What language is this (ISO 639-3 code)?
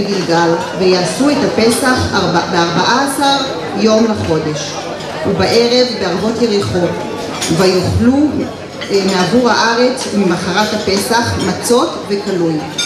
heb